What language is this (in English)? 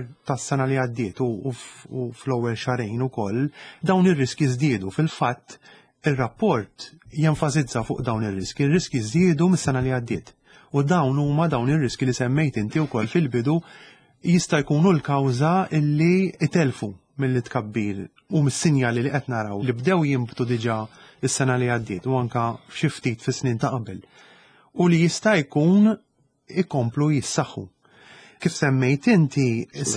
Maltese